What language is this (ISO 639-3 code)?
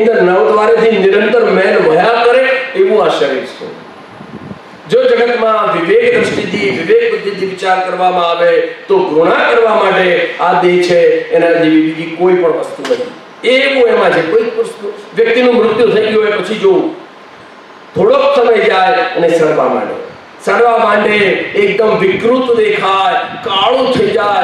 guj